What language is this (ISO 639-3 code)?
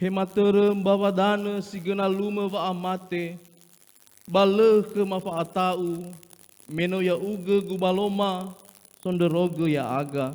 nia